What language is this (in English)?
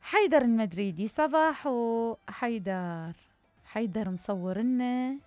Mesopotamian Arabic